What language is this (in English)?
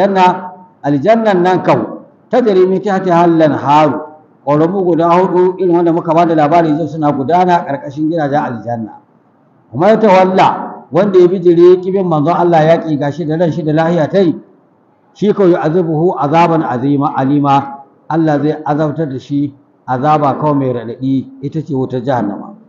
Hausa